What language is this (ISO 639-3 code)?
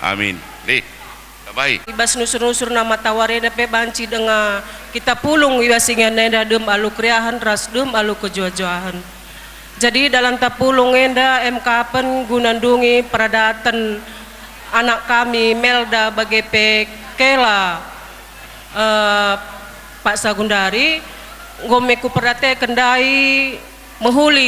btx